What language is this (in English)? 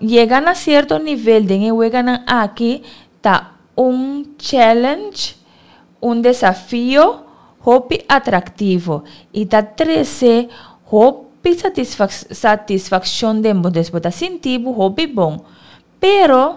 Papiamento